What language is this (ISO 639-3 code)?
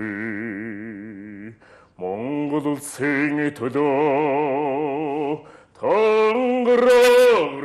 mon